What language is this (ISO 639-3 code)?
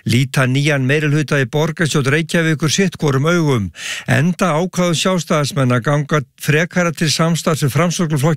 isl